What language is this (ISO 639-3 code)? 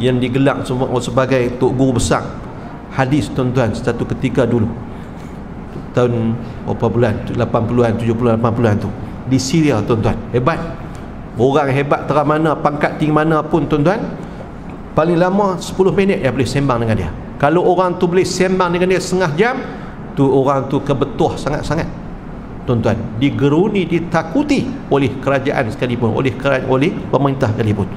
msa